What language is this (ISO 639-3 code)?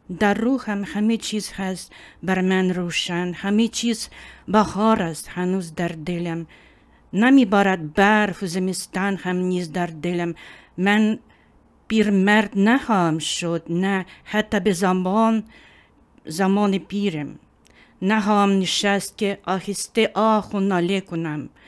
tgk